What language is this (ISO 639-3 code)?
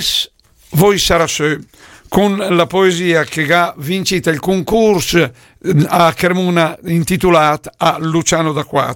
lmo